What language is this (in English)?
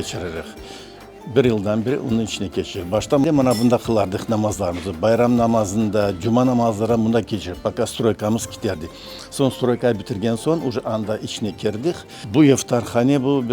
Crimean Tatar